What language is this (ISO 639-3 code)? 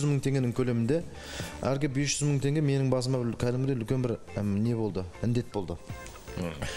kaz